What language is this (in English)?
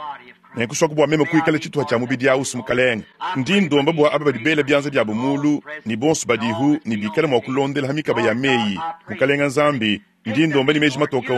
Luba-Lulua